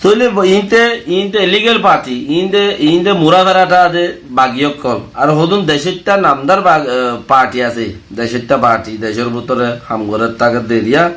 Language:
Rohingya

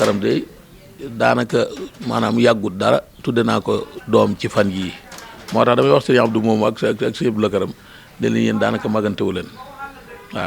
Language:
Wolof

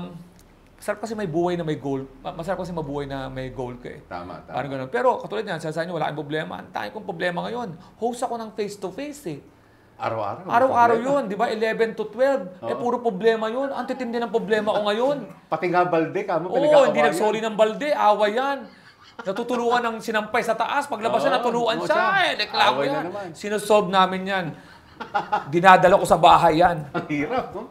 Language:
Filipino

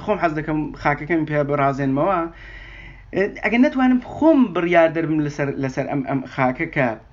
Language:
Central Kurdish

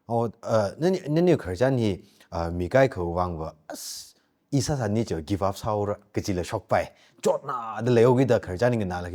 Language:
Tangkhul Naga (India)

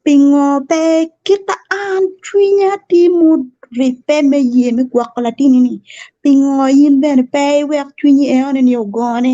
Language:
Acoli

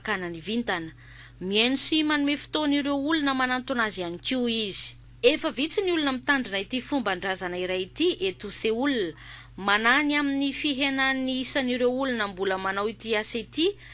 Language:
Malagasy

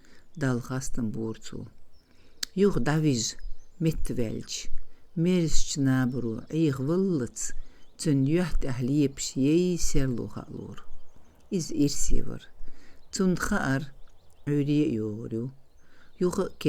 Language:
Chechen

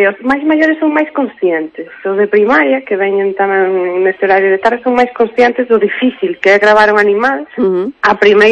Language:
Galician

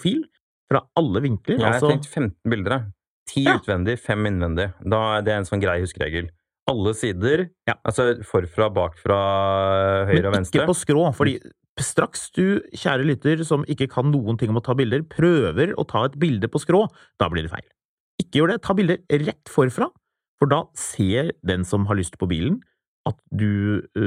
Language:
Norwegian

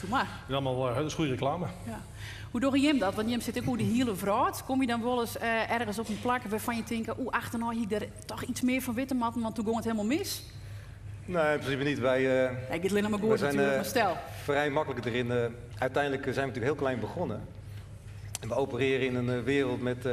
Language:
Western Frisian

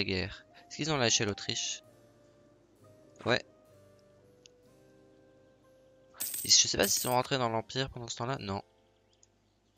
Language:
French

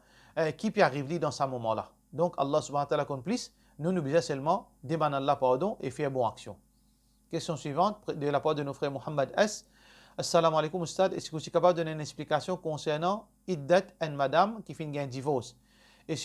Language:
Morisyen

